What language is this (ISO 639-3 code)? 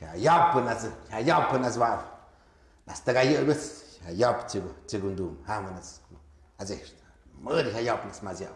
mxp